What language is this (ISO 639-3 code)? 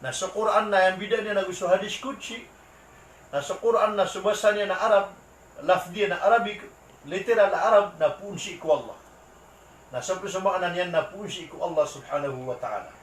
mrw